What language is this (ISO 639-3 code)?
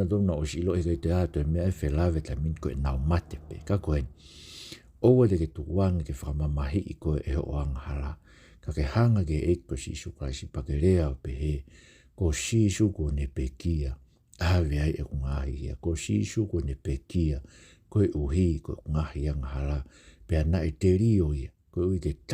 ton